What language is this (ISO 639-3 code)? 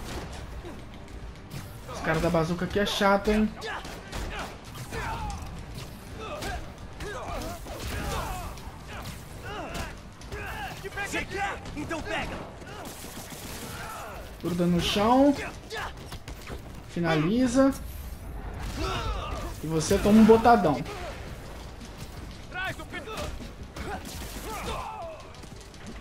por